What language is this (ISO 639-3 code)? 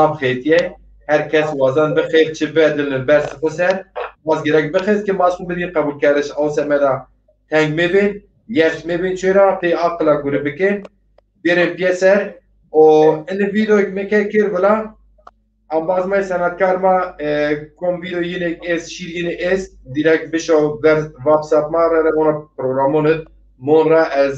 zza